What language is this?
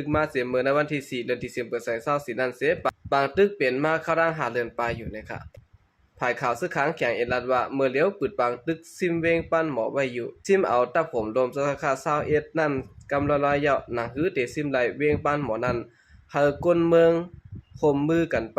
Shan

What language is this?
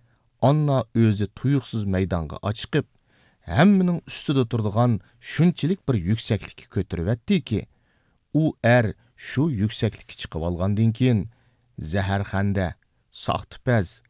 Uyghur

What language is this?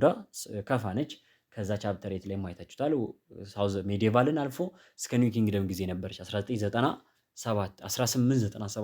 Amharic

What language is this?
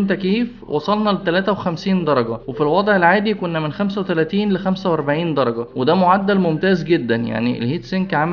Egyptian Arabic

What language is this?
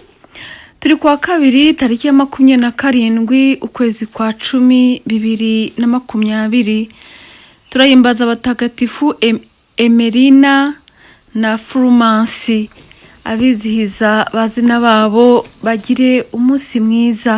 Kinyarwanda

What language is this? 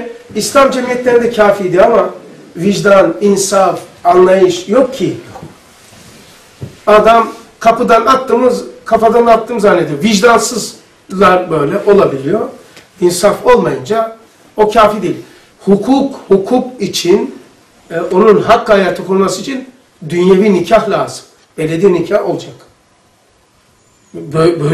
Turkish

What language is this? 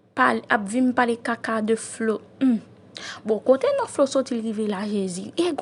Haitian Creole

